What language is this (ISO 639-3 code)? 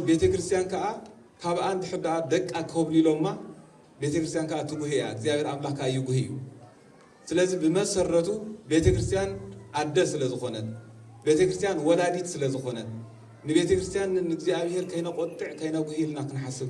tir